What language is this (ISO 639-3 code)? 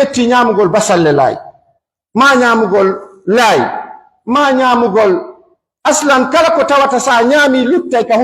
fuf